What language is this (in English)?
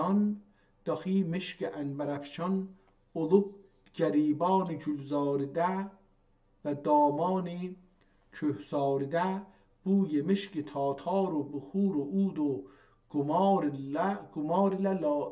South Azerbaijani